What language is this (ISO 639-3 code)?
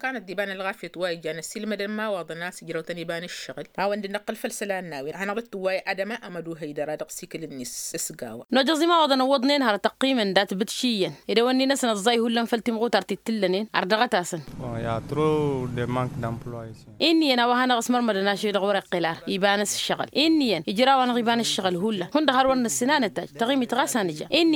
taq